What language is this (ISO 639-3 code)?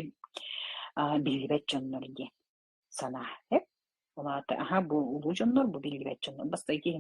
sah